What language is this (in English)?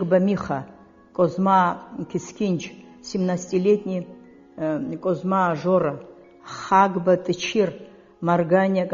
Abkhazian